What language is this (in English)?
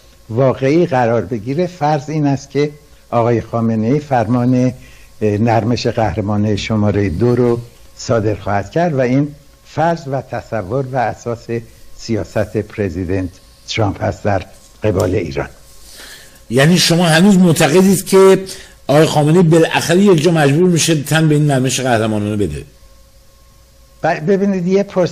Persian